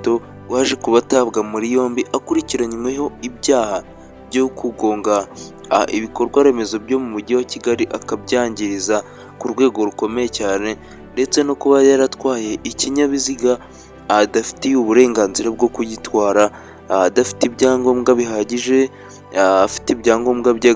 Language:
Kinyarwanda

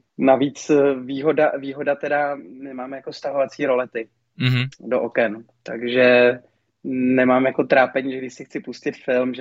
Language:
Czech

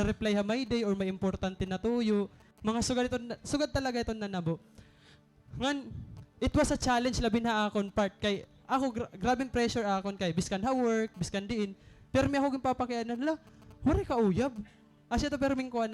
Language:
Waray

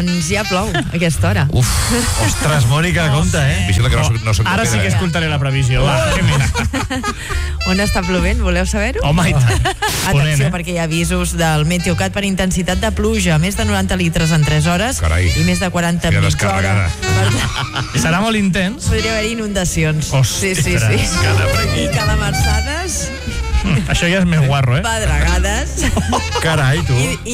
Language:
Catalan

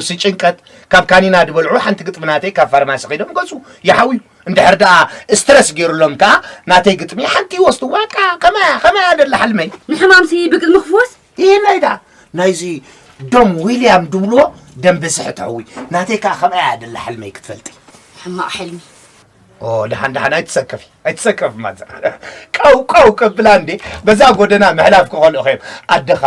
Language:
Tigrinya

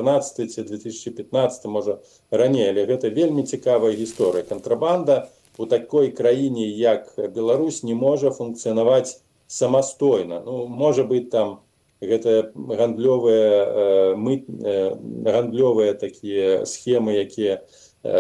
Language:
Belarusian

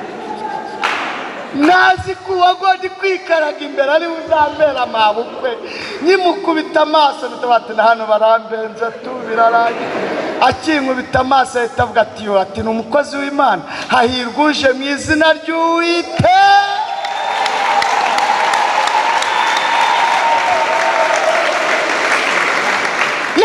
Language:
Kinyarwanda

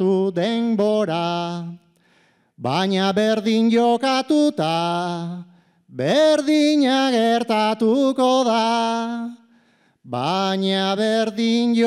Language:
Basque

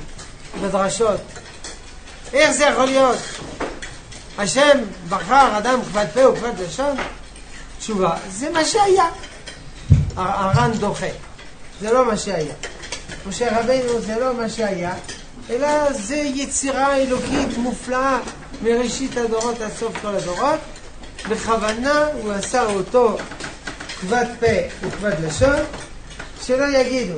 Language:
Hebrew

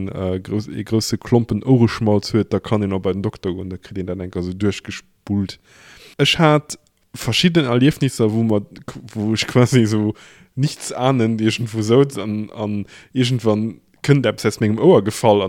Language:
Luxembourgish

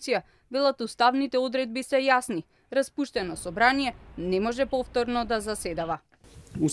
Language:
Macedonian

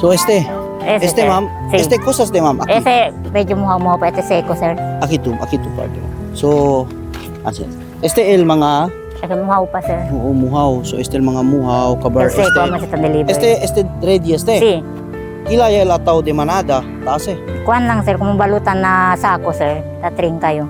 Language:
Chavacano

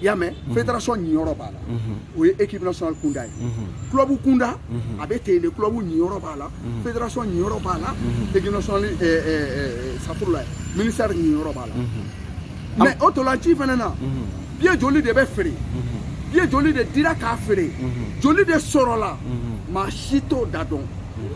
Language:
Bambara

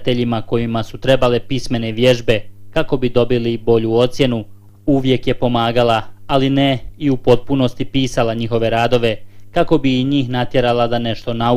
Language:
Bosnian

